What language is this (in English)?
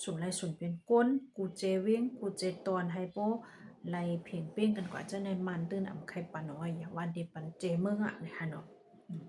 Shan